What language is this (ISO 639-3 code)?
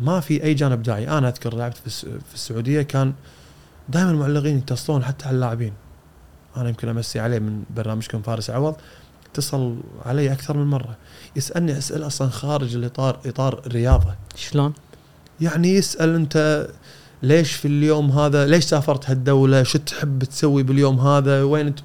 afb